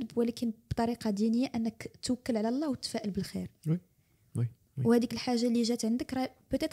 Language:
Moroccan Arabic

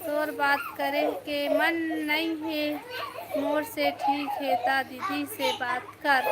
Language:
Chhattisgarhi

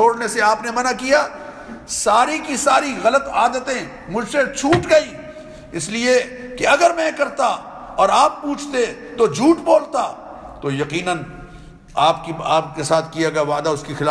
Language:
Urdu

